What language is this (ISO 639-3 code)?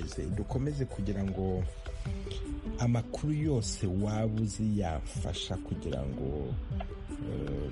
kin